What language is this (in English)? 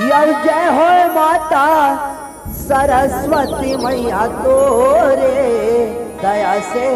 Chhattisgarhi